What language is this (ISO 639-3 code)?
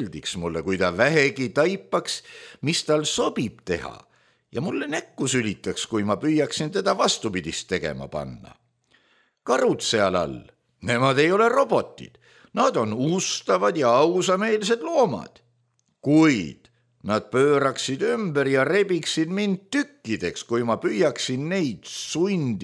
est